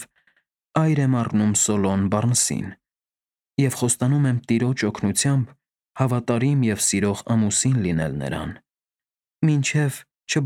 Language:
Armenian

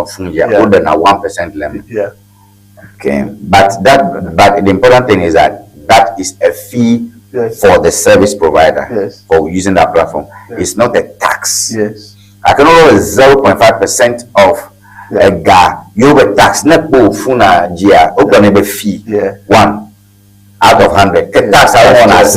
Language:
Ewe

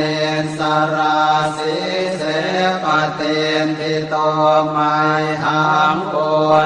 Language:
Pali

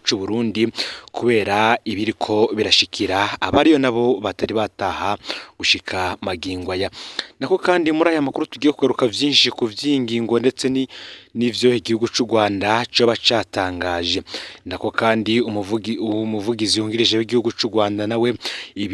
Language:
Rundi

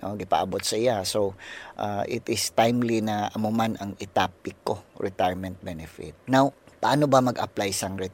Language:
Hiligaynon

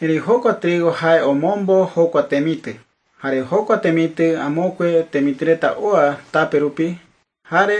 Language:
Guarani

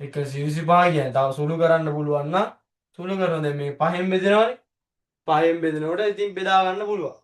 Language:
Sinhala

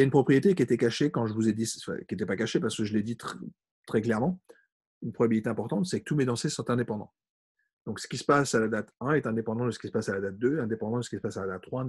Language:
French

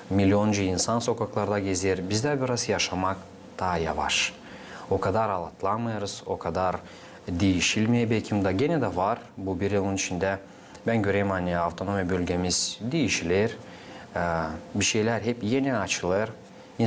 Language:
Gagauz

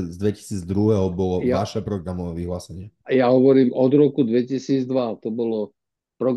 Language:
Slovak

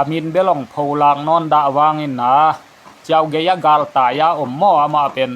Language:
Tedim Chin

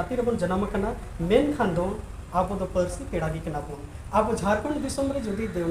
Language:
Santali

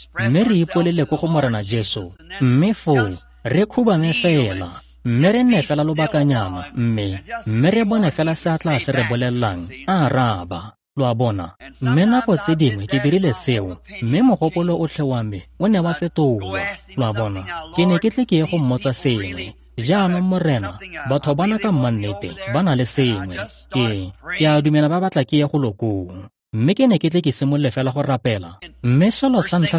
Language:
Tswana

